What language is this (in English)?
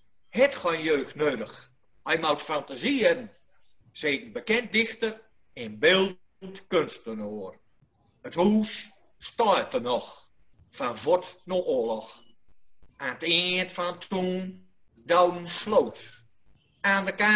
Gronings